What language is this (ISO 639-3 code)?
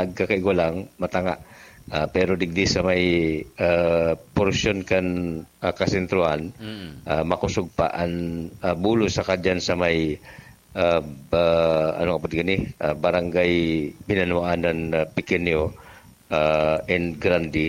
bik